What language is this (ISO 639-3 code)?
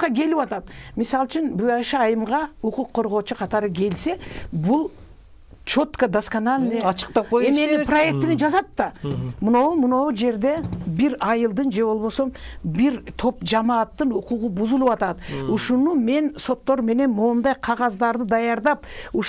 kir